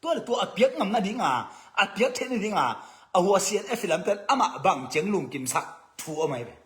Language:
Tedim Chin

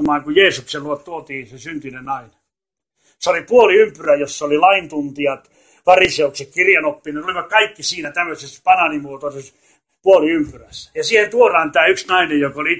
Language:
Finnish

